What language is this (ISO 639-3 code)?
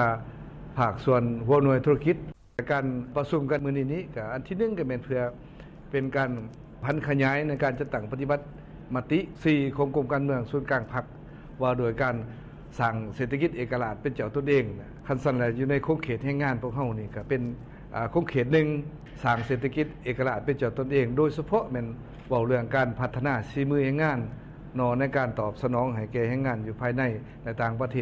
lao